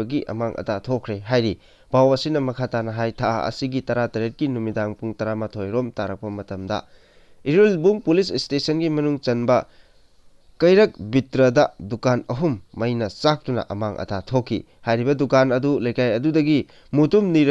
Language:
Manipuri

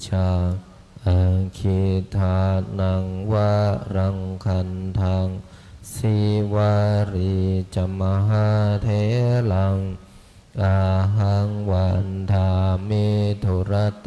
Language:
Pali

